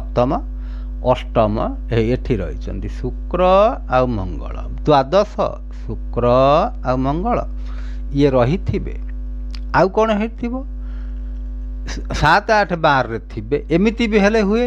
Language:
Odia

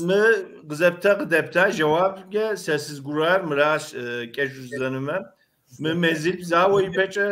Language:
Kabardian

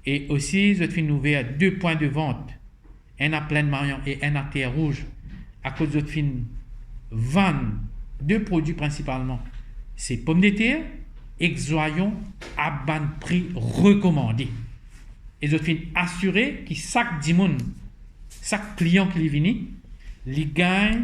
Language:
Morisyen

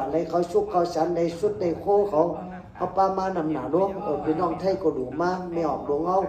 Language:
Shan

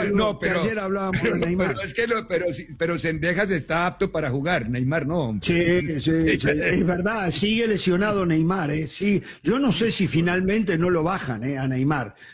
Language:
Spanish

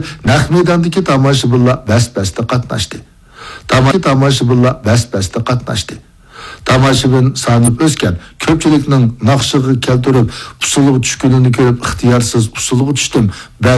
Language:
Uyghur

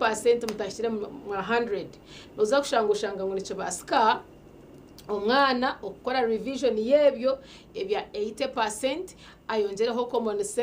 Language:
Nyankole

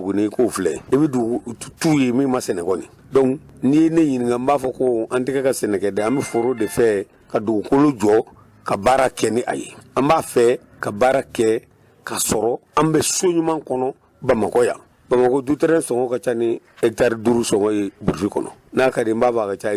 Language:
Bambara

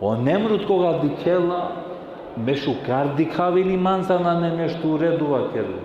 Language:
Balkan Romani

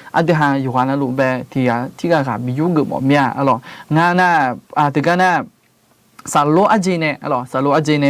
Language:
Akha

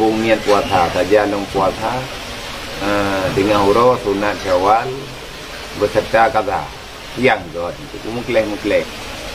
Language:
Achinese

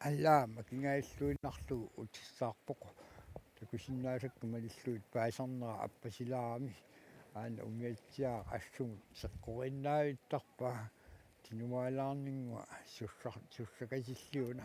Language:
Kalaallisut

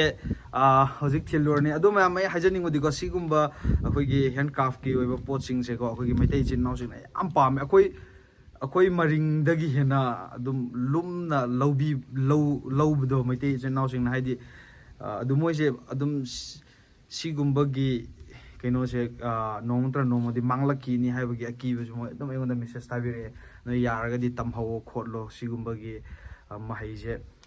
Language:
Manipuri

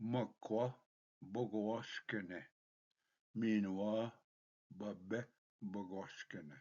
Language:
Ojibwa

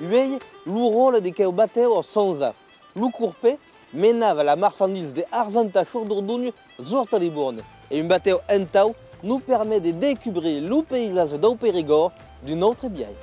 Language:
Occitan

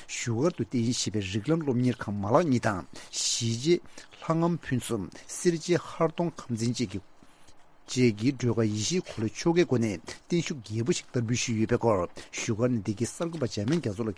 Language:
Tibetan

